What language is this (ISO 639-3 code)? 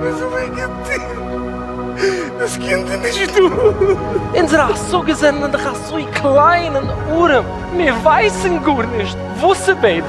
yid